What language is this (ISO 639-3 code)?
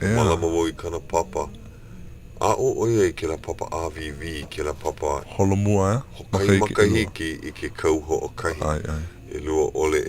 haw